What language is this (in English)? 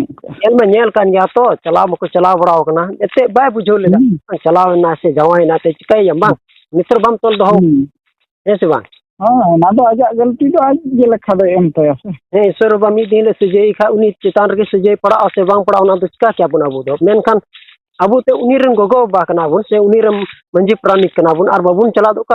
Santali